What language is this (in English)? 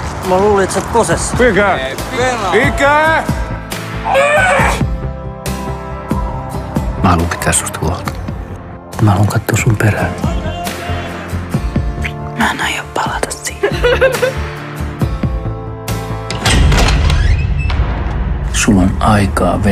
Finnish